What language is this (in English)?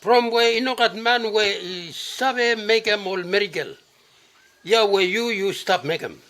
Bislama